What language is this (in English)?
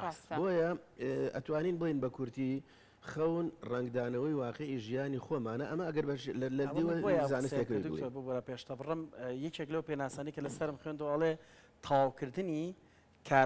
Central Kurdish